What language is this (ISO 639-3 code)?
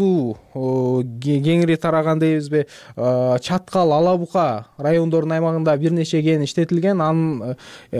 kir